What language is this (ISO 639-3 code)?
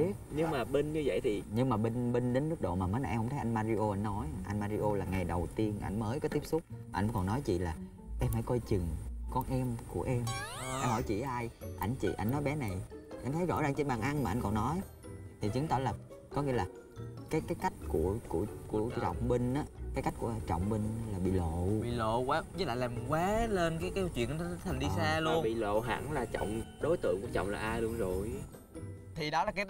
vie